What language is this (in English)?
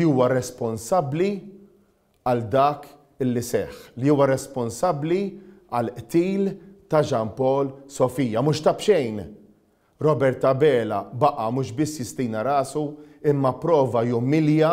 Maltese